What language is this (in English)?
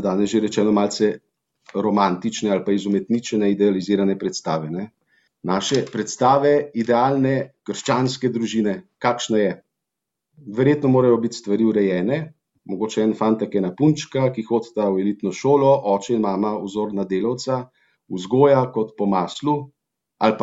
Slovenian